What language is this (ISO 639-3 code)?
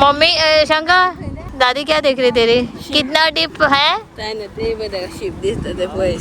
kok